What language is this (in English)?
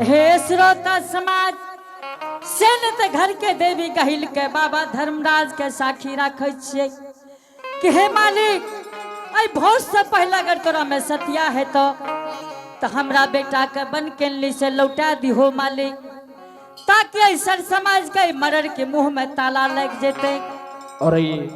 Angika